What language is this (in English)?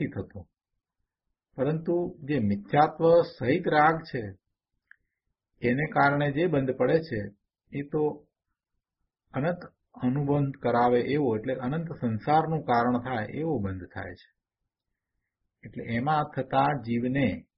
Gujarati